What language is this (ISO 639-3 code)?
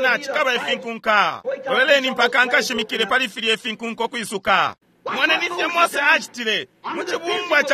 bem